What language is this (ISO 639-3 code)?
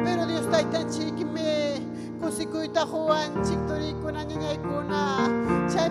quy